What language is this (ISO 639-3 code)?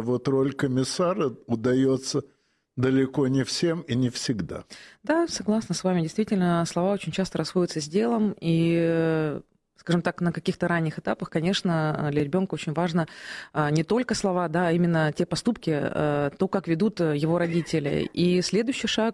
rus